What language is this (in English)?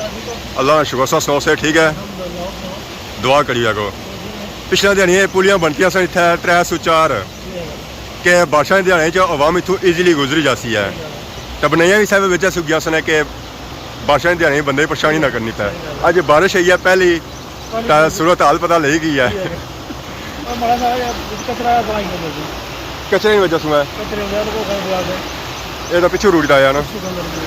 Pahari-Potwari